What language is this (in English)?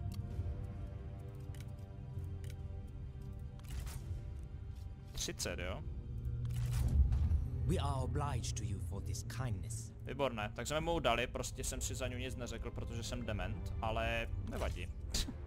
Czech